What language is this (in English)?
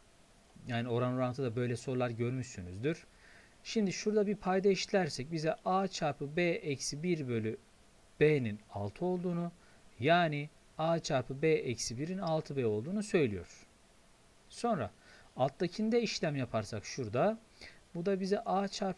Turkish